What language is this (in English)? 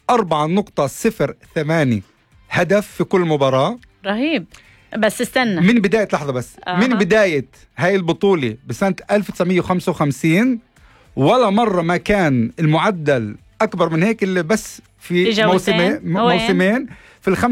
North Levantine Arabic